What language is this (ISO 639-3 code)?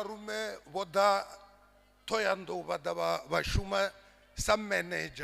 ven